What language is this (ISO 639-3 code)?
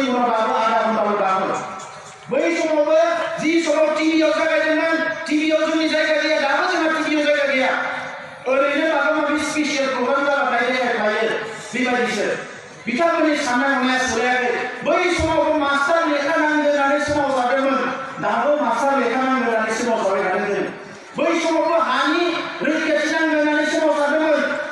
brx